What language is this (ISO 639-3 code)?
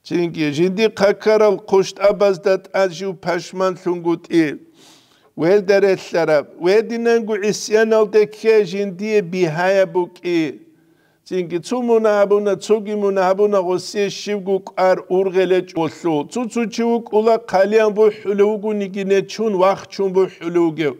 ava